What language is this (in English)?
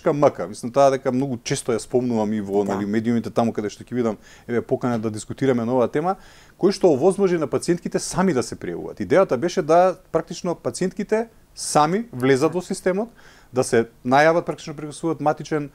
Macedonian